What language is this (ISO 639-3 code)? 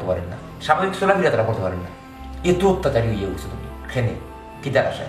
syl